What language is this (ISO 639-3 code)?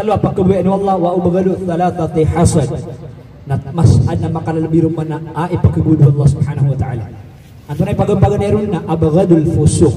mrw